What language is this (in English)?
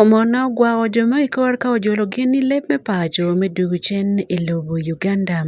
Acoli